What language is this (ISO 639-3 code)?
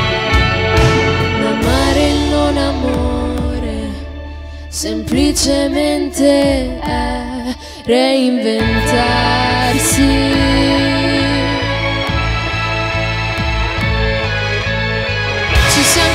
ita